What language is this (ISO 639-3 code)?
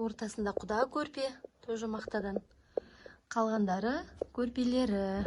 kaz